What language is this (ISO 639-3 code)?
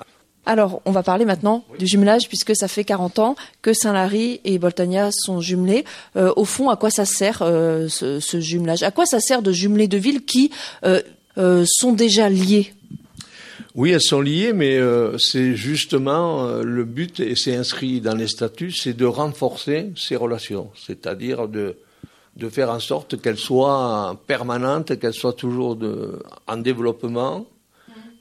fra